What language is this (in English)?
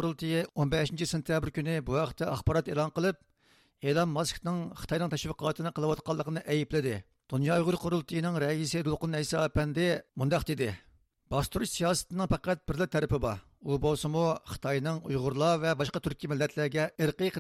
Uyghur